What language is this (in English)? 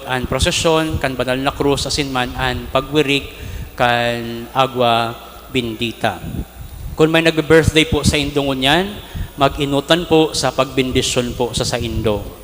Bikol